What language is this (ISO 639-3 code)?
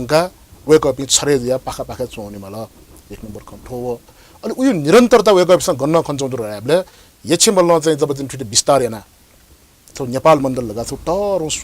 new